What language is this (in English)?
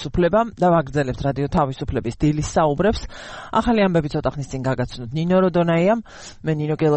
Georgian